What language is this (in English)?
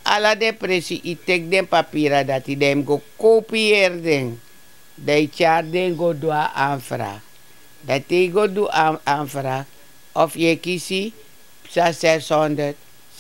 Sranan Tongo